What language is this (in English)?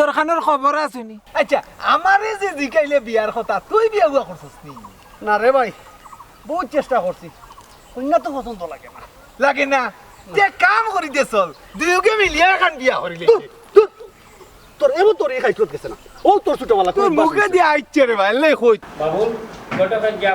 Sylheti